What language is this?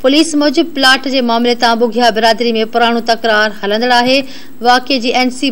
Sindhi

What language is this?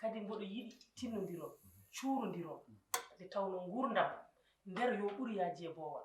Fula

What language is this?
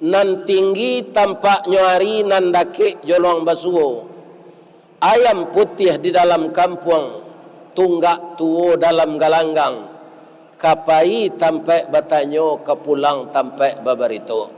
Minangkabau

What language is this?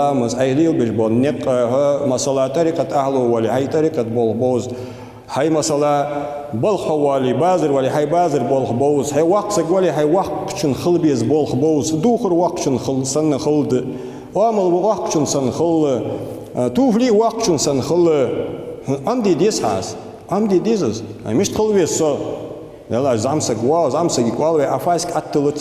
Ingush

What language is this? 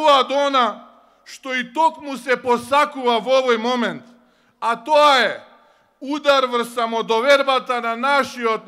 Macedonian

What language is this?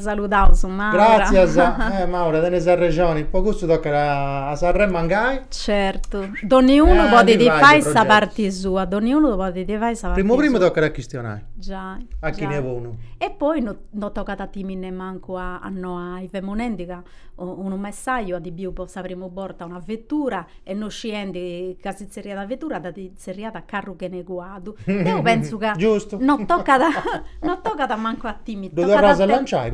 Sardinian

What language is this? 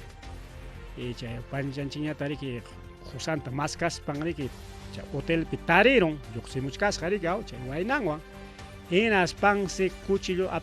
Ayacucho Quechua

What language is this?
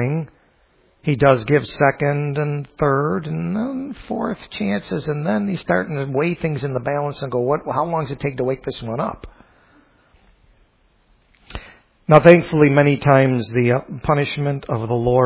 English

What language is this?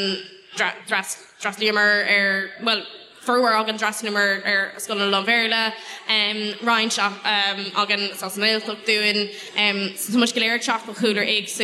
Irish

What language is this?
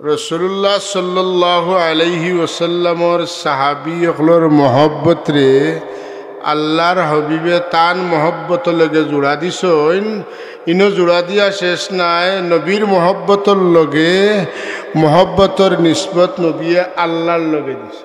Sylheti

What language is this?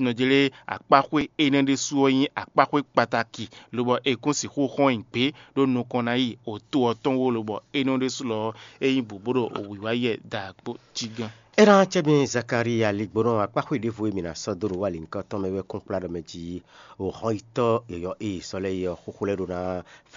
Fon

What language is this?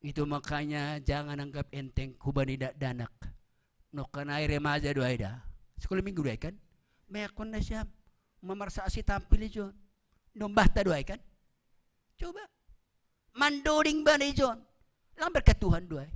Batak Simalungun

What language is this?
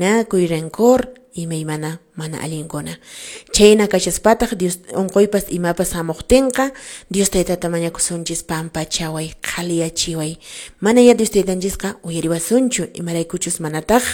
Quechua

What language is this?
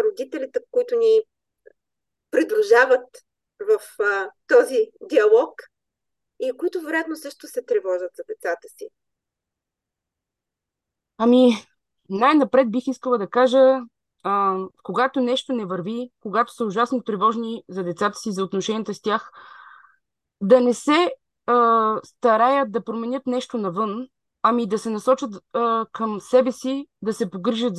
Bulgarian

